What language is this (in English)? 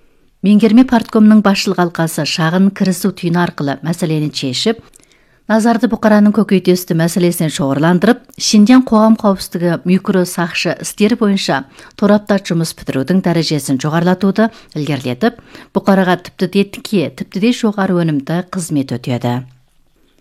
Kazakh